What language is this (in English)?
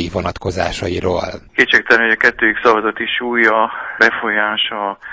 Hungarian